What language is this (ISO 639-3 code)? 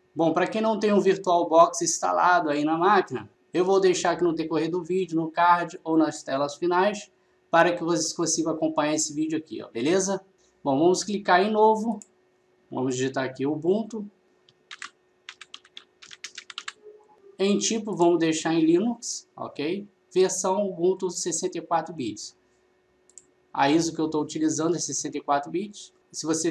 por